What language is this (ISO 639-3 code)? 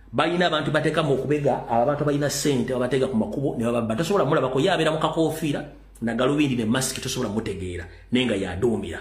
lug